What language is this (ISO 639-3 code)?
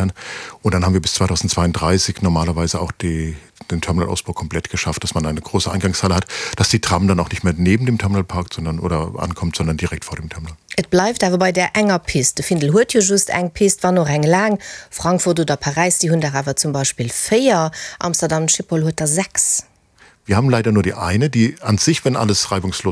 ltz